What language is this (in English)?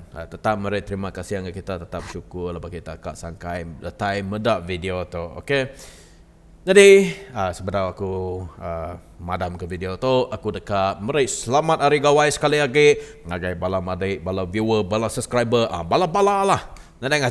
Iban